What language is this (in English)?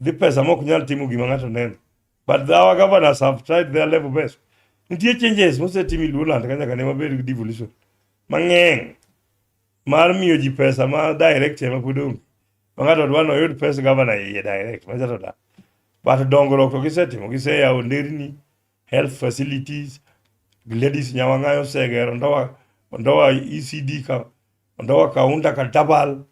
Luo (Kenya and Tanzania)